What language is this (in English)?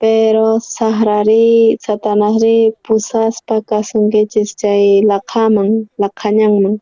South Bolivian Quechua